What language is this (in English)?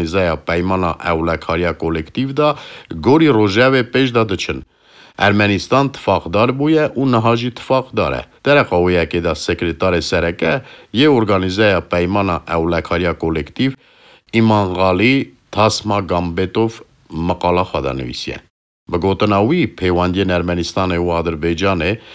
Kurdish